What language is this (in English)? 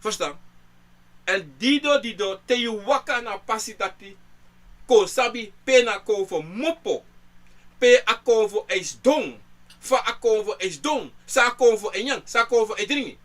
Sranan Tongo